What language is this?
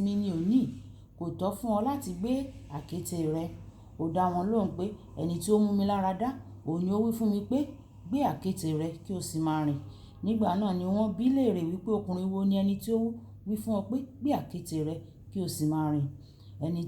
Yoruba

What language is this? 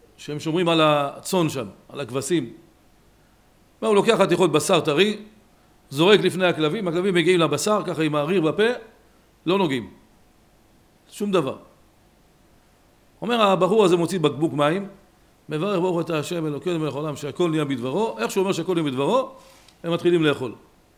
Hebrew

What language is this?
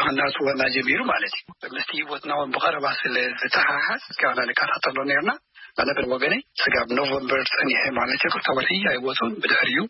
Tigrinya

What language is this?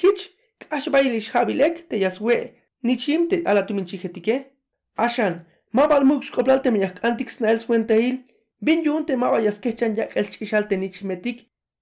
Tzeltal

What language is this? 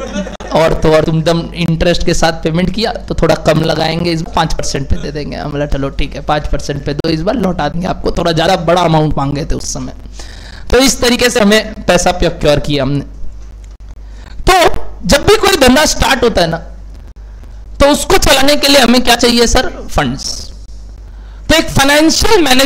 Hindi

